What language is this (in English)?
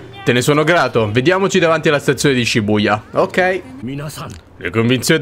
Italian